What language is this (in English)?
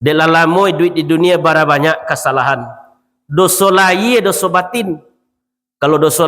Minangkabau